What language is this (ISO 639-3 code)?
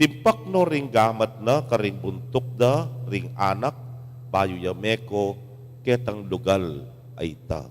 pam